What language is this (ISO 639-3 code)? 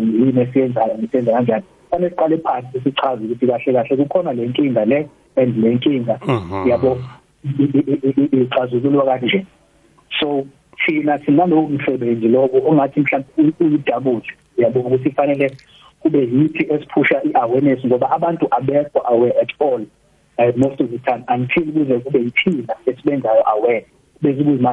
nbl